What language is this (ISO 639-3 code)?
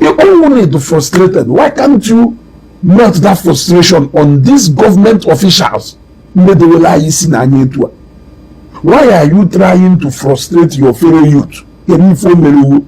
ibo